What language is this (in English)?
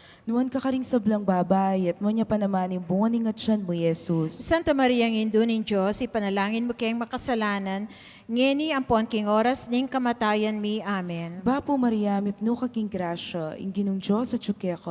Pampanga